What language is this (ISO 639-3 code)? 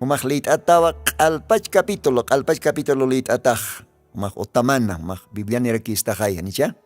aym